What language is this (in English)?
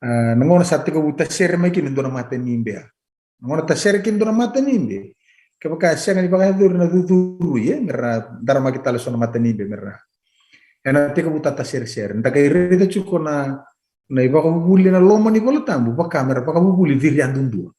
Fijian